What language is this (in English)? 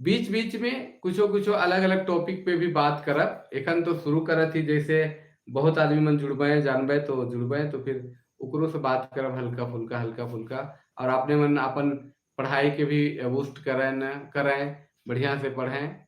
Sadri